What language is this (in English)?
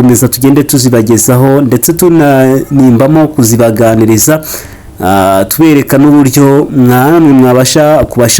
Kinyarwanda